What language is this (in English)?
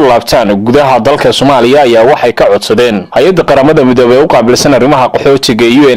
Somali